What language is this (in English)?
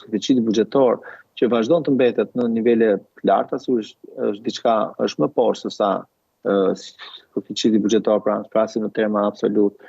Albanian